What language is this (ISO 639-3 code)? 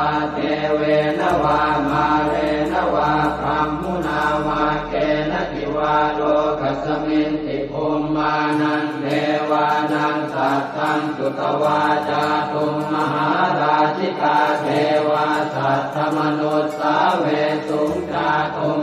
pli